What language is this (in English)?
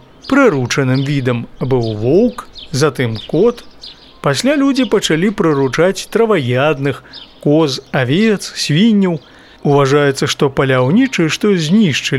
Belarusian